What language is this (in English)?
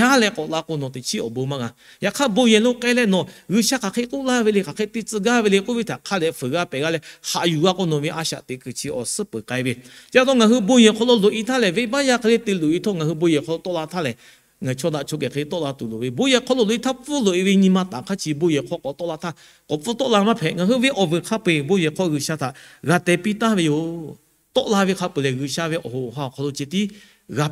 Lahu